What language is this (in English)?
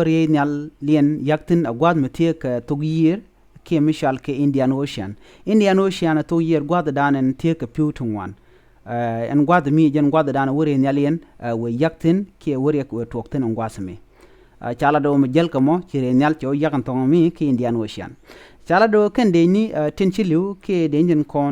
Nuer